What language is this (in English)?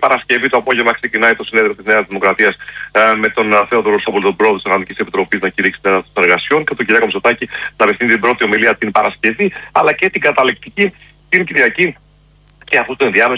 Greek